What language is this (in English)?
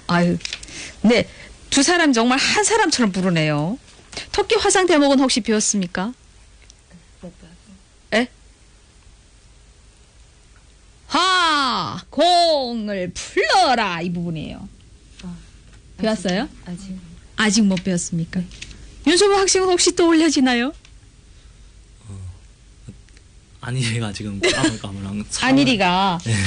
Korean